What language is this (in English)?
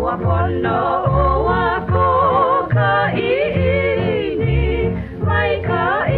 Hawaiian